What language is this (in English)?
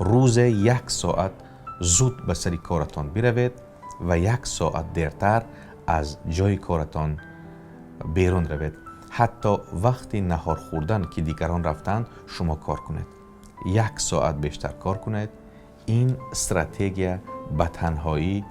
Tajik